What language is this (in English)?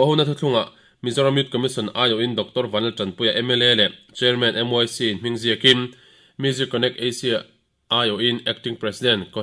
Mizo